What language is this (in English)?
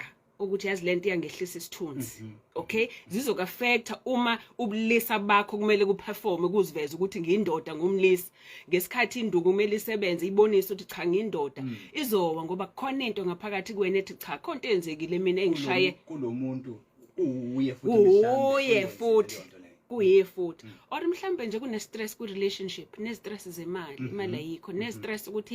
Zulu